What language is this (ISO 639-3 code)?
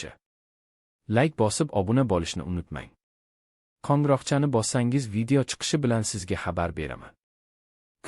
uzb